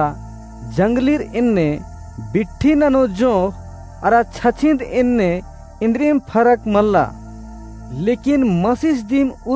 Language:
Kurukh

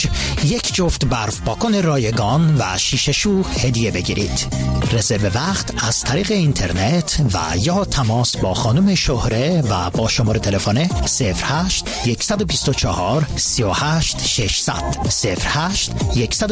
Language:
Persian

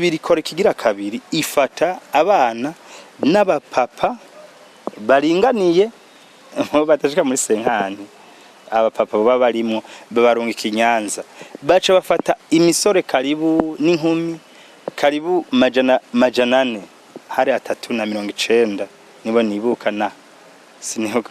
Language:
Rundi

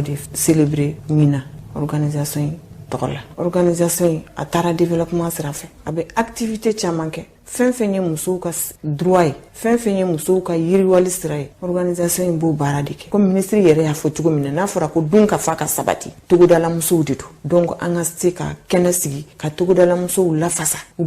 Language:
Bambara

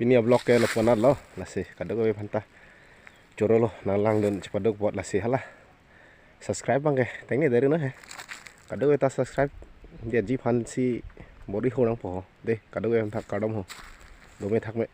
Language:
Karbi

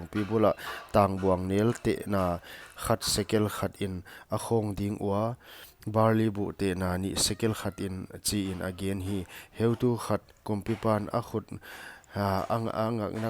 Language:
Paite Chin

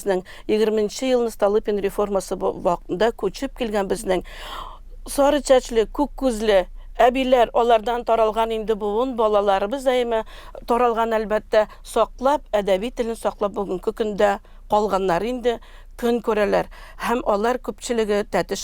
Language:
Tatar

